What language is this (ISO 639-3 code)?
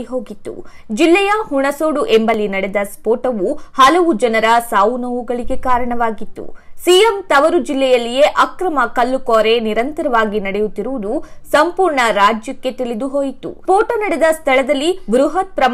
kan